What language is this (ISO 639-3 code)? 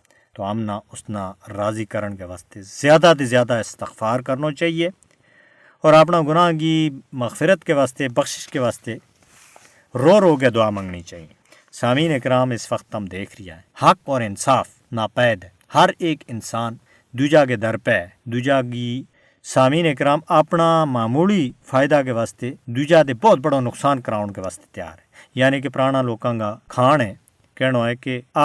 gju